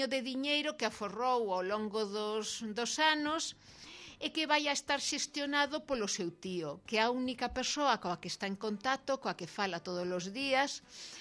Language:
Galician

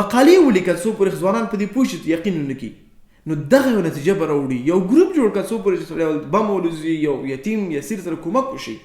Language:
Pashto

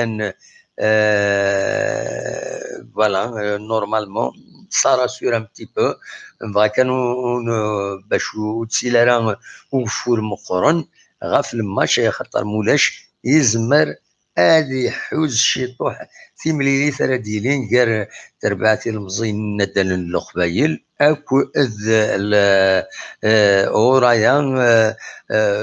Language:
Kabyle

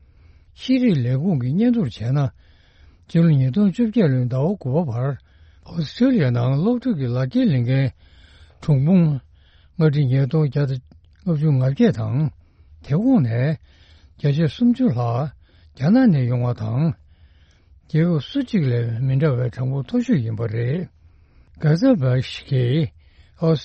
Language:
Tibetan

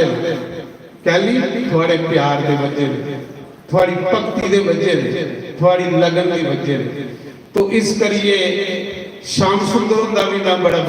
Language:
Dogri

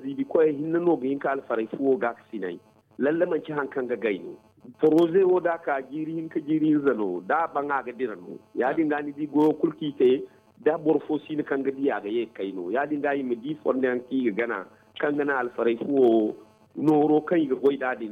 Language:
Zarma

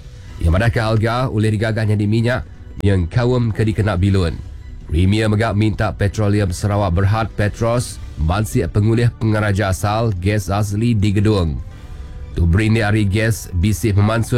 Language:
Iban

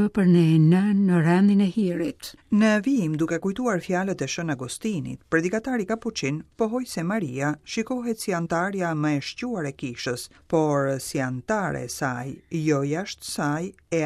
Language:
Albanian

